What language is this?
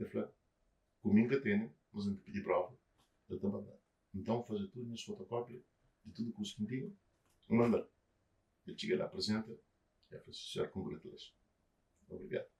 Kabuverdianu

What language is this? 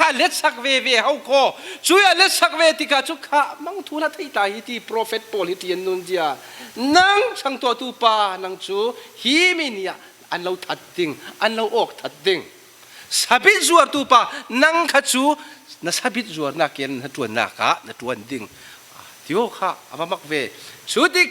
Falam Chin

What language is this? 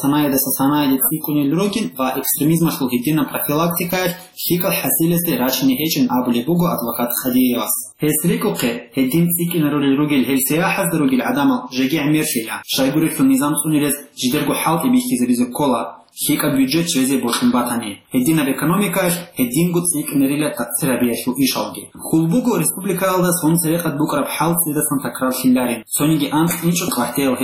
Avaric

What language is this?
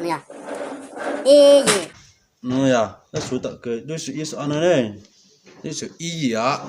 Hmong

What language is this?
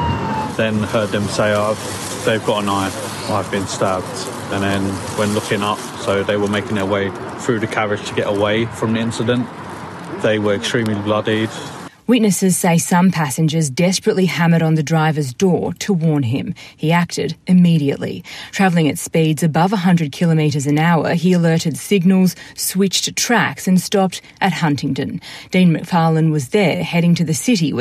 English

